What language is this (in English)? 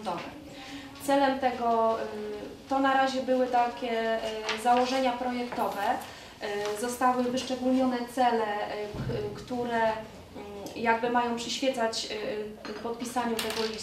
Polish